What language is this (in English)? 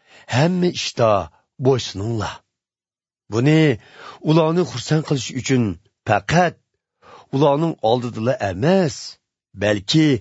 Uyghur